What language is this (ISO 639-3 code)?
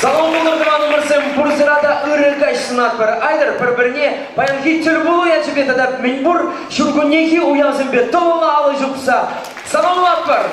chv